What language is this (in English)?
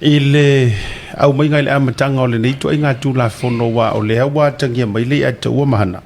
Samoan